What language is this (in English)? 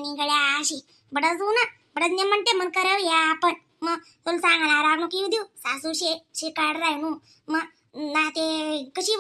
Khandesi